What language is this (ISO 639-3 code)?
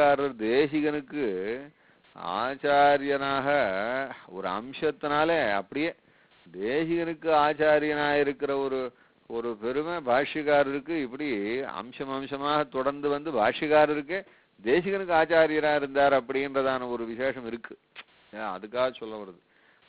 tam